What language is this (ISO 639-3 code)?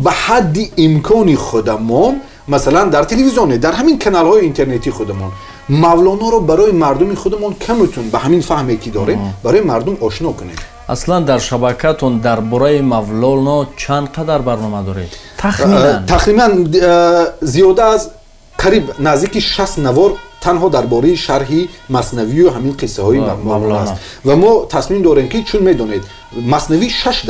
tgk